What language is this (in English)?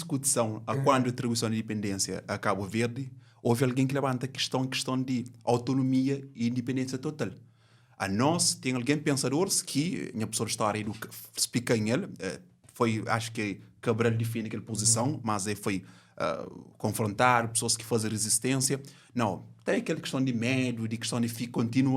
Kabuverdianu